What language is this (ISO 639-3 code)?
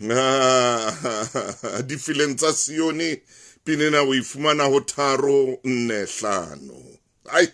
sot